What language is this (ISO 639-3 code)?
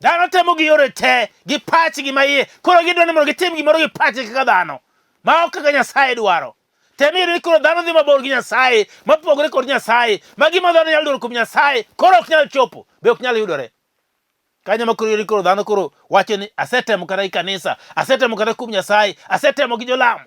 luo